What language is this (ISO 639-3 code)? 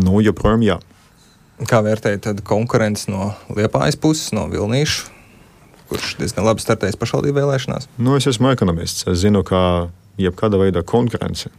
lav